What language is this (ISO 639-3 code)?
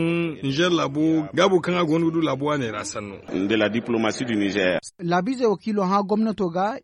dje